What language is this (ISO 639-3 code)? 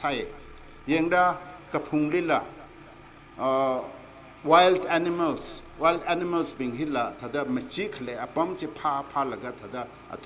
nmf